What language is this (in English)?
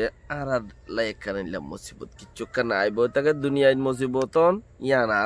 Rohingya